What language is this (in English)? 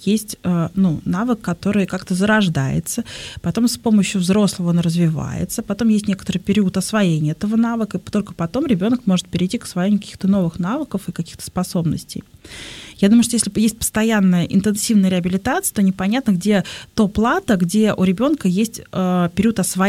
Russian